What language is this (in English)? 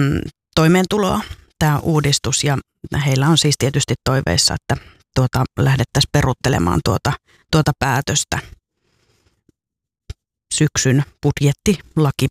Finnish